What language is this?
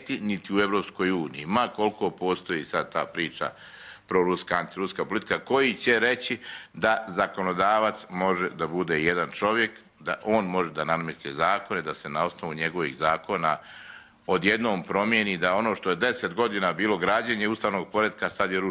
Croatian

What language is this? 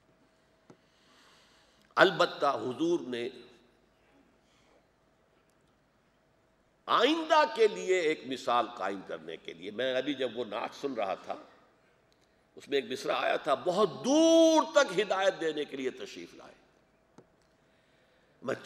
Urdu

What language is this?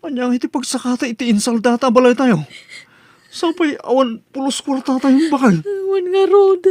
Iloko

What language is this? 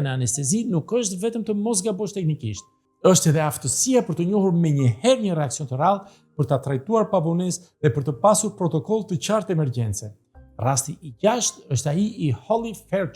Albanian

